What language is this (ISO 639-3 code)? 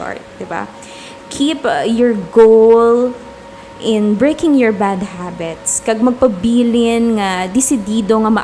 hil